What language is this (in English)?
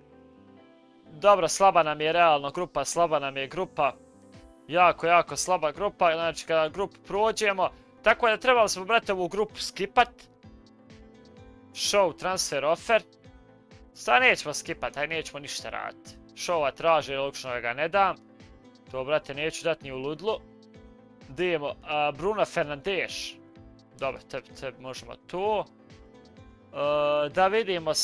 Croatian